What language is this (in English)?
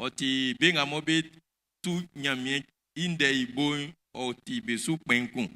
Baoulé